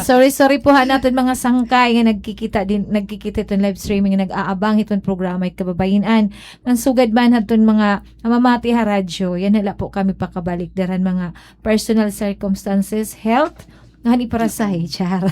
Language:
Waray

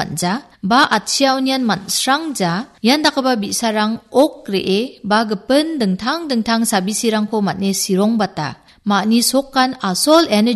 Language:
Garo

